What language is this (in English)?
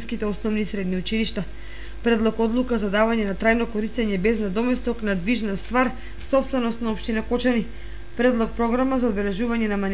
Macedonian